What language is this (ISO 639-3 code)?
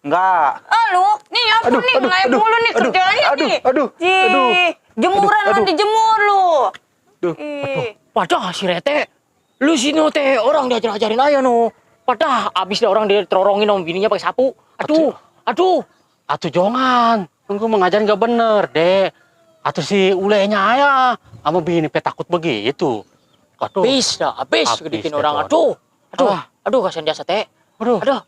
bew